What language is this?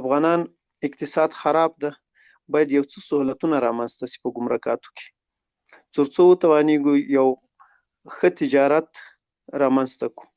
Pashto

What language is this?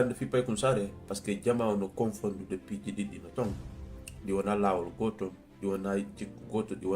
Fula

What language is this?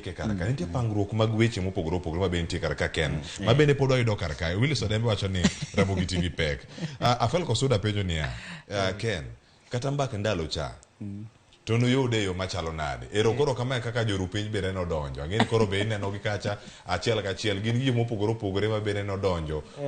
Luo (Kenya and Tanzania)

